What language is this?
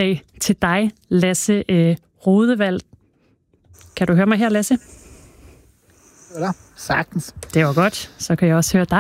Danish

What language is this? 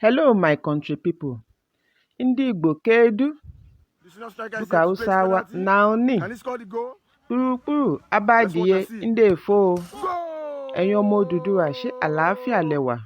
Nigerian Pidgin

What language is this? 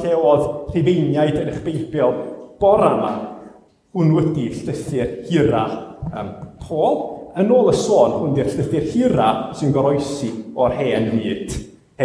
Welsh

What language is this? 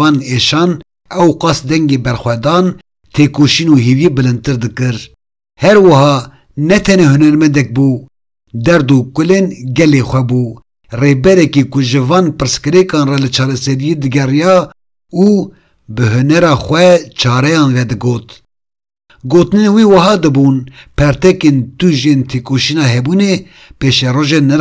Kurdish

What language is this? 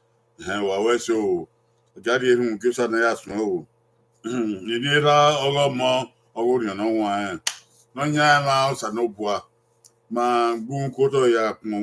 Bini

